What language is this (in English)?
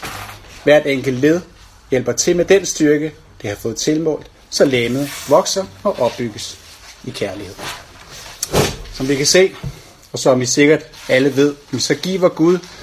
Danish